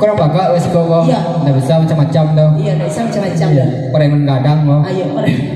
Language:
Minangkabau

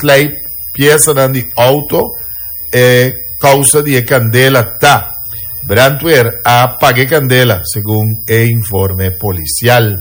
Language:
Papiamento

